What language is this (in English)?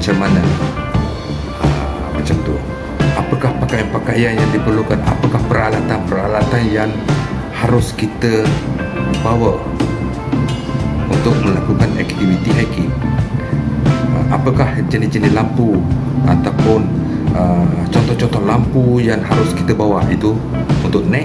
Malay